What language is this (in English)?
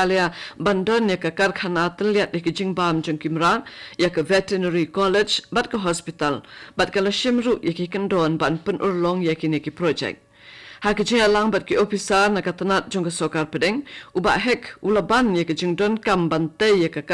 Khasi